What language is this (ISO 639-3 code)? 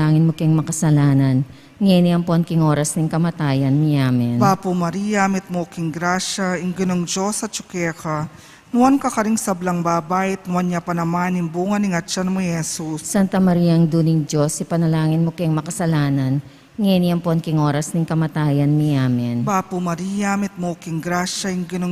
pam